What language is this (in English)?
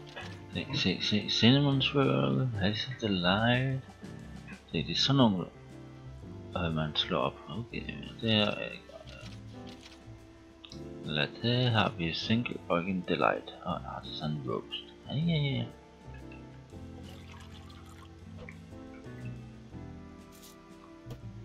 Danish